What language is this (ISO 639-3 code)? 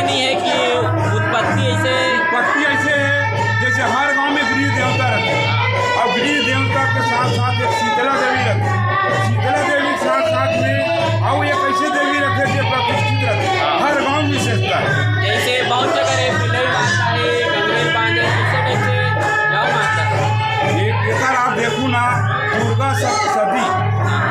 hne